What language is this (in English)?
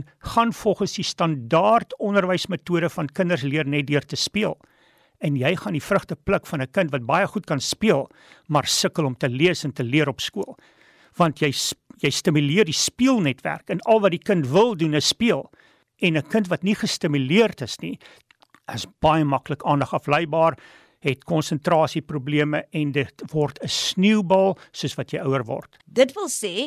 Afrikaans